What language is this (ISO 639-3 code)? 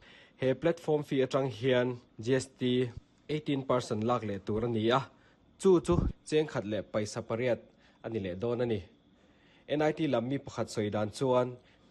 lus